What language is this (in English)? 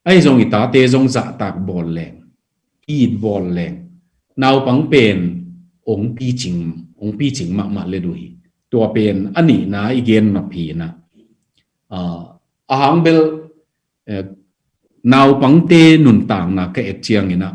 Tedim Chin